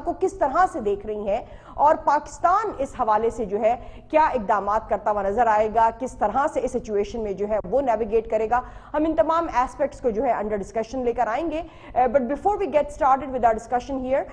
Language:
Urdu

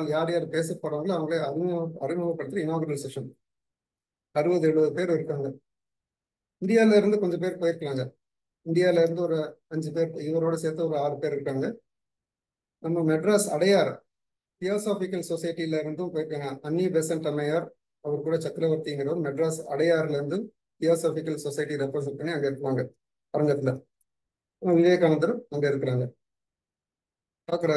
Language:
Tamil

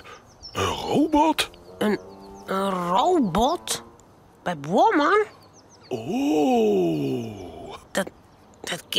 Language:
Western Frisian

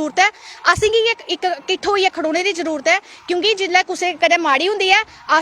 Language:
Dogri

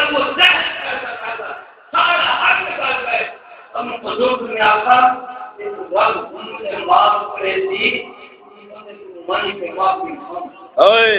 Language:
Saraiki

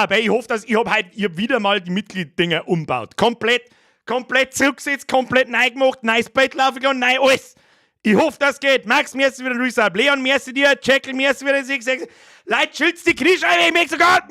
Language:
Bavarian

